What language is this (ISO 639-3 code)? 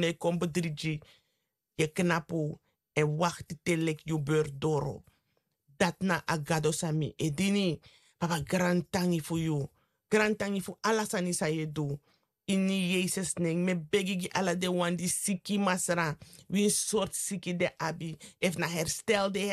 srn